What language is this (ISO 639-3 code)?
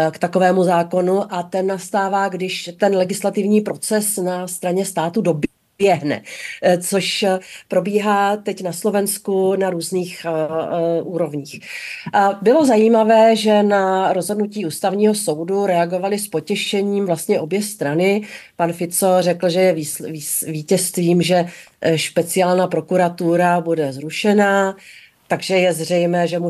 ces